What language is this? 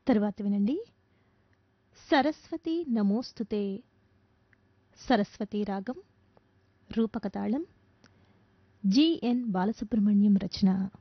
Telugu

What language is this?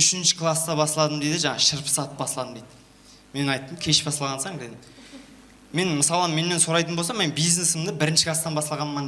Kara-Kalpak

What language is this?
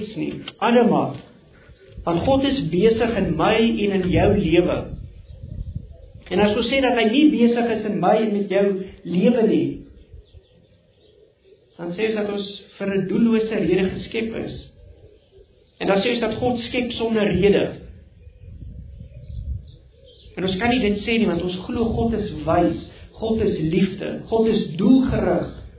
Afrikaans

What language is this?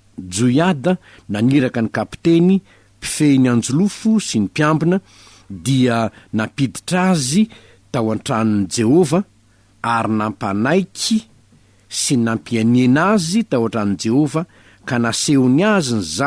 Malagasy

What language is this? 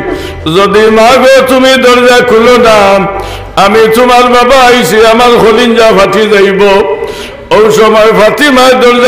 Sylheti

